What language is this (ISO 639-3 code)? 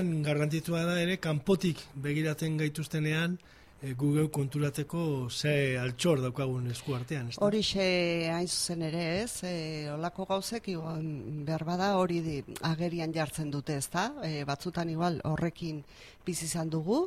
eus